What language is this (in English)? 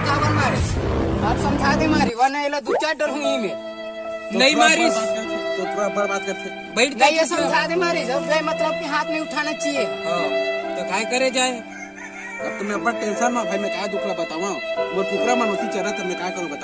Chhattisgarhi